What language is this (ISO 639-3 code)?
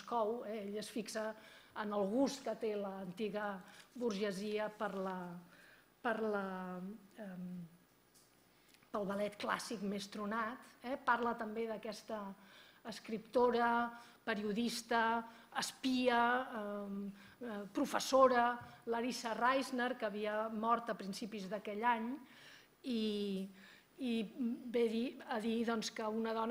cat